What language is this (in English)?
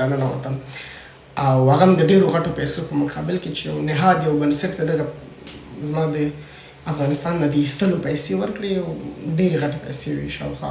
Pashto